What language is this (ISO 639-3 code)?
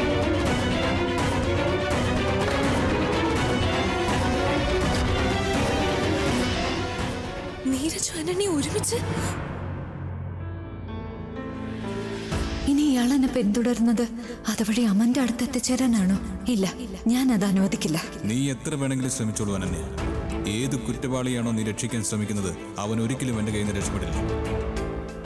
mal